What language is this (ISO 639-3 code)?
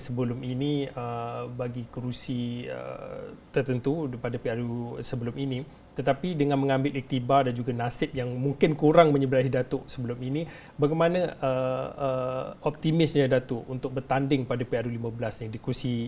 msa